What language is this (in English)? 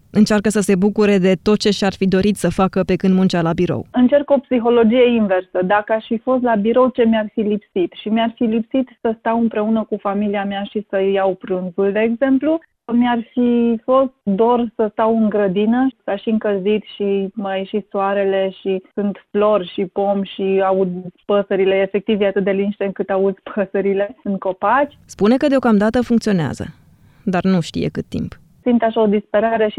Romanian